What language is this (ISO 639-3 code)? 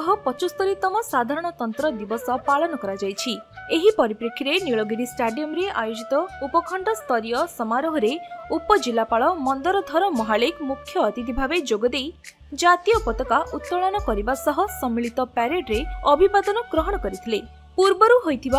ori